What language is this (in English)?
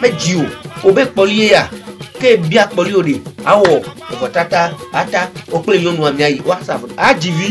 Ewe